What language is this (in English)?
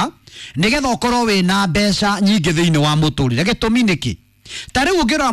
Kikuyu